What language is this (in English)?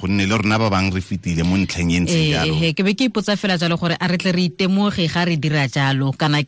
Tswana